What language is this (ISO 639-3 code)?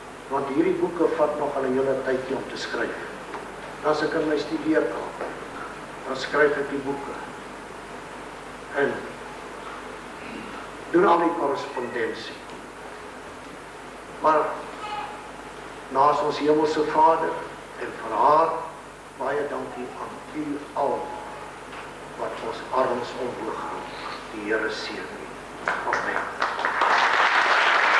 afr